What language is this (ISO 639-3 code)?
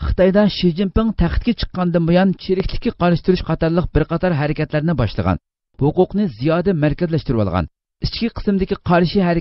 uig